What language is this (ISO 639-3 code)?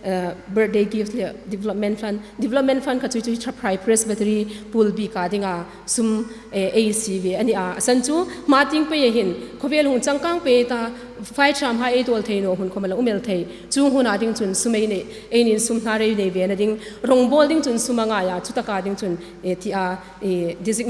hmr